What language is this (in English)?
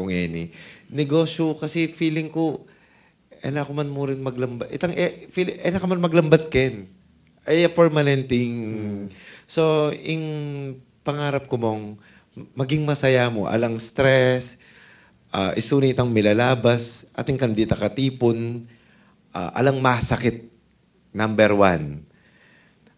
Pampanga